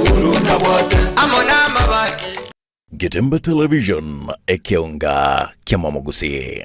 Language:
Gusii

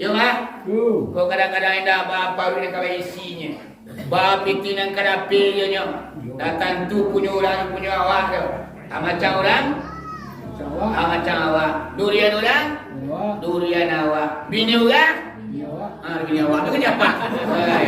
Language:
Minangkabau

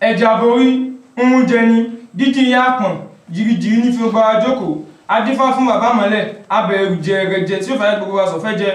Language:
Yoruba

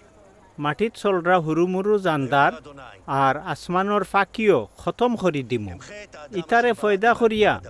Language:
Sylheti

